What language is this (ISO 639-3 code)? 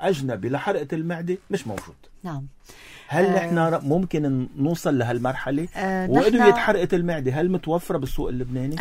apc